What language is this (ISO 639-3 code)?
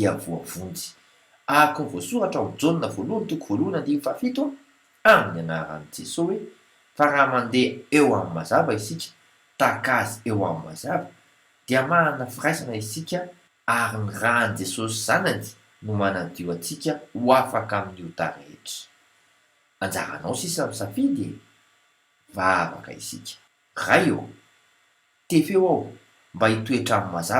mlg